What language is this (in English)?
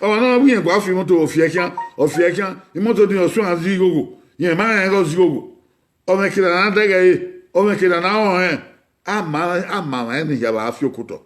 Bini